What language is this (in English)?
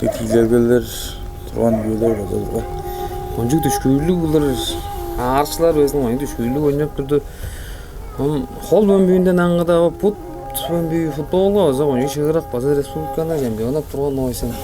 Tuvinian